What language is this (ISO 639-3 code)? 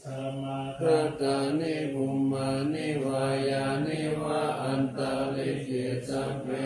pli